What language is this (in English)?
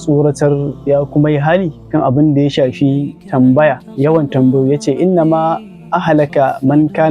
Hausa